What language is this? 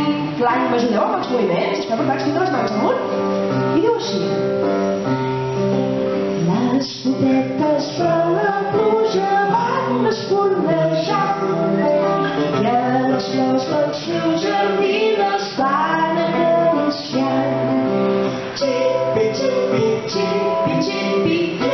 Catalan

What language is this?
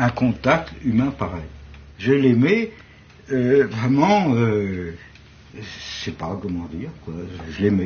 French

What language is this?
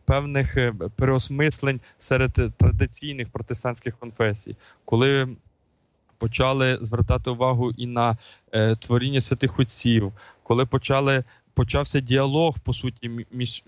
Ukrainian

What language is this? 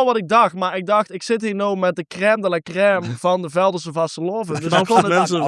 Limburgish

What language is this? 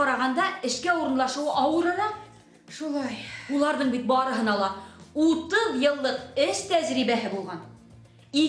Bashkir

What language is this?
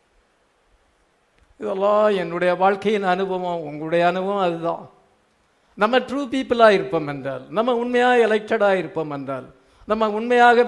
Tamil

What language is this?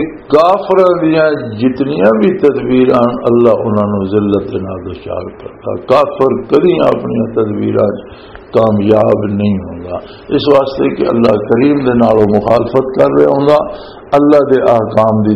Western Panjabi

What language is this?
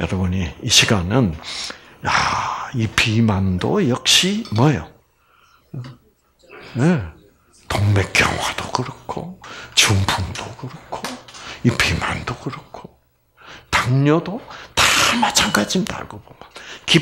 Korean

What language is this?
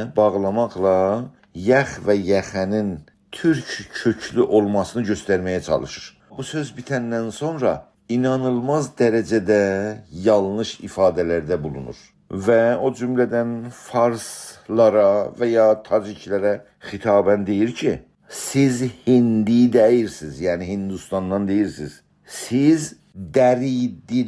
South Azerbaijani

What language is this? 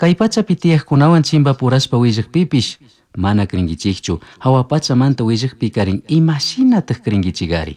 Chimborazo Highland Quichua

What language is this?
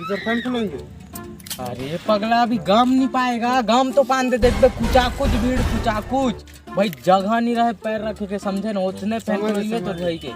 Chhattisgarhi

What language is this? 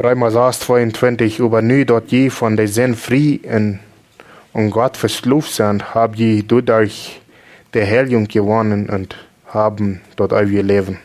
Plautdietsch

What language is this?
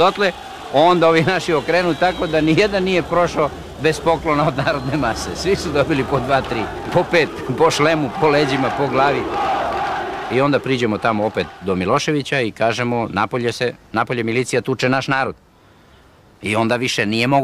Serbian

